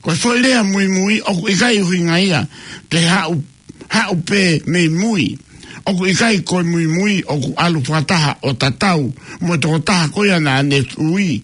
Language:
Tongan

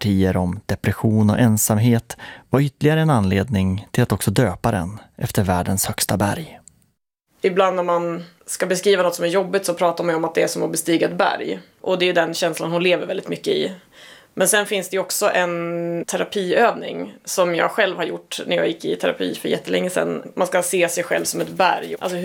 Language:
Swedish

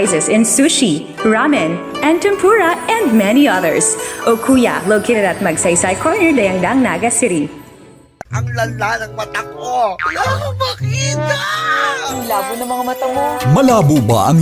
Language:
Bikol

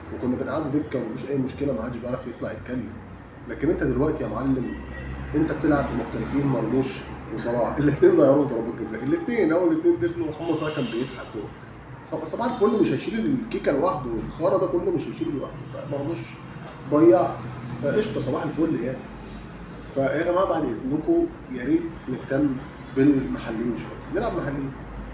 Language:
Egyptian Arabic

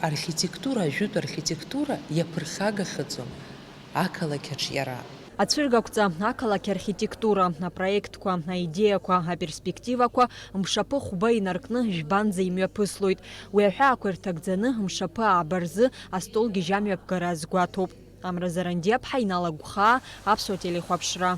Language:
Abkhazian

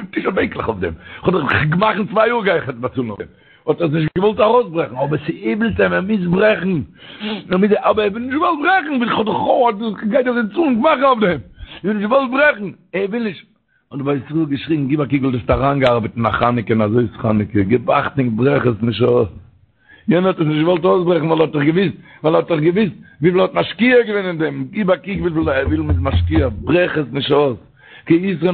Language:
Yiddish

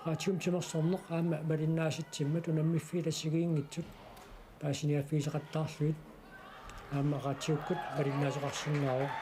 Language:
Kalaallisut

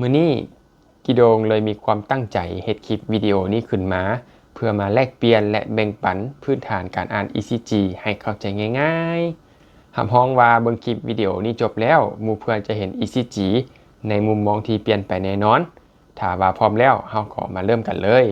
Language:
Lao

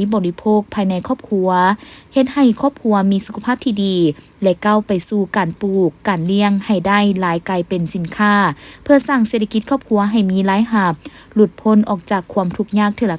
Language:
Lao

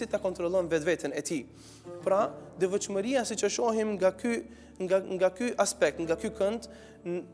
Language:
Albanian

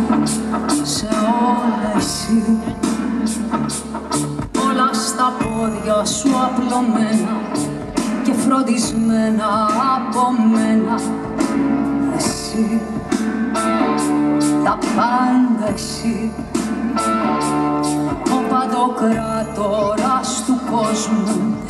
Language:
Greek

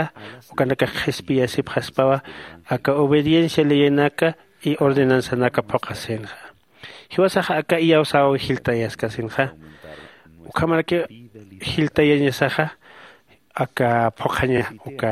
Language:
Aymara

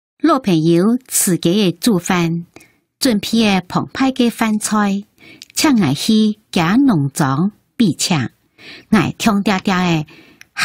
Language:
Hakka Chinese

